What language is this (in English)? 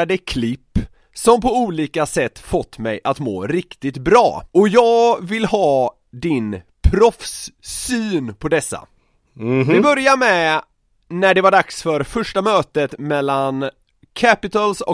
Swedish